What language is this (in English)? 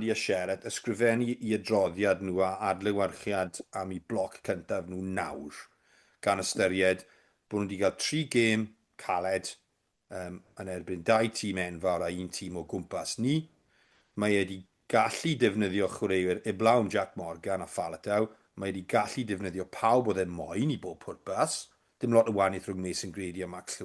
Welsh